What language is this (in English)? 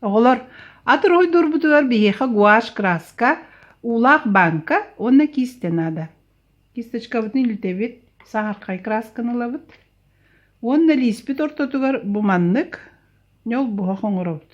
Yakut